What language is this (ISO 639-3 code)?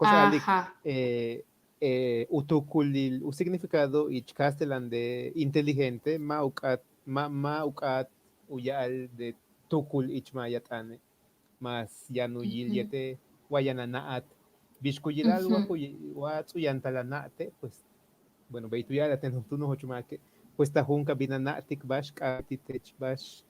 yua